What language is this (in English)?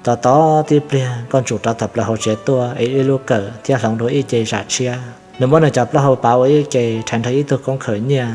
Hmong